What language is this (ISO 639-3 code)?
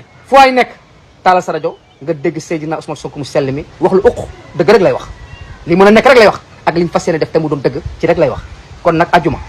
wol